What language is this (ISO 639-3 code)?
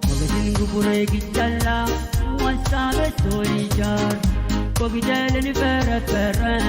pon